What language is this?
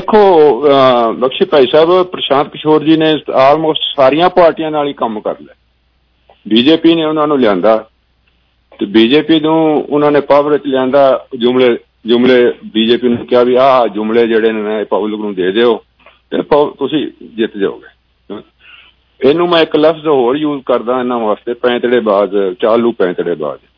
Punjabi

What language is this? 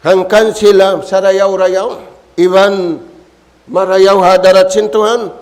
Tausug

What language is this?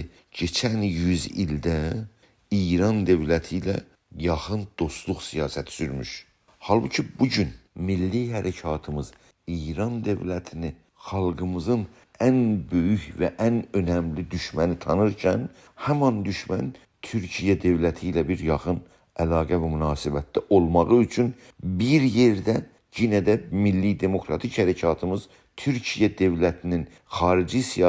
South Azerbaijani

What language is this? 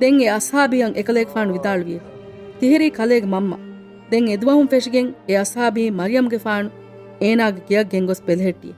Divehi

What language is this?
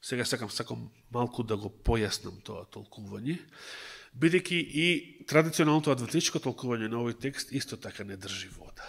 Macedonian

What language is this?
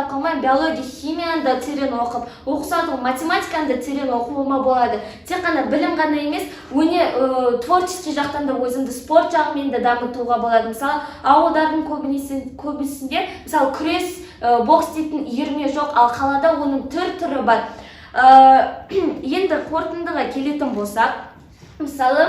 Kazakh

